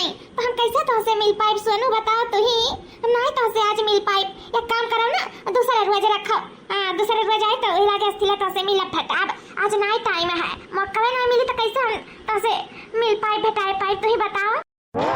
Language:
Awadhi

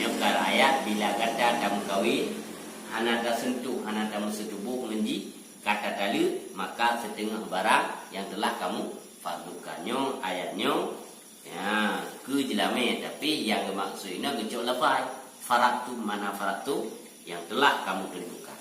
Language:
Achinese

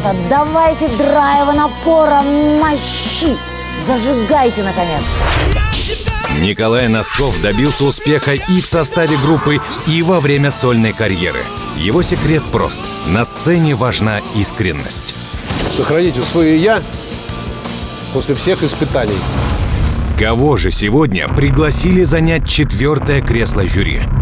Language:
Russian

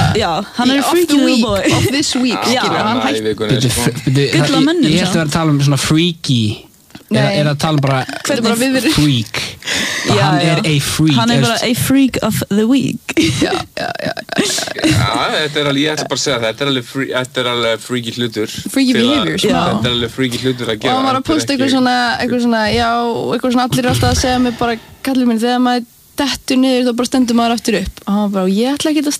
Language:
Icelandic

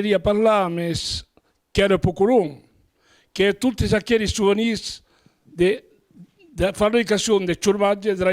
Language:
Occitan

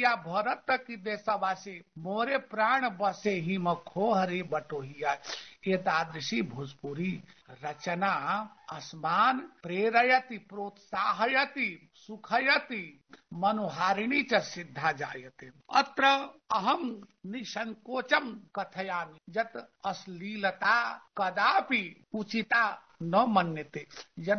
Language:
Sanskrit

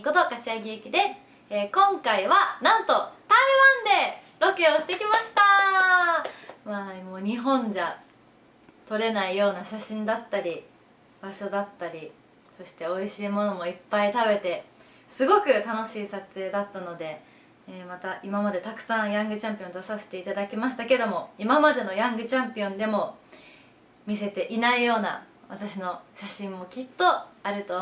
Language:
Japanese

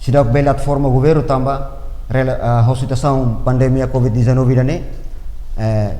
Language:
Tetum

